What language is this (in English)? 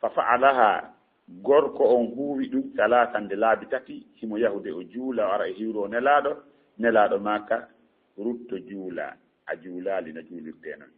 Fula